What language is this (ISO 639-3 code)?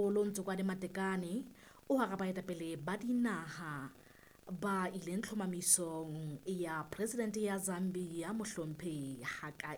sot